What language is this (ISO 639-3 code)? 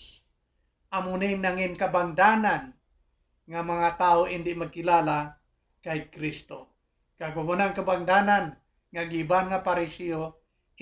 hil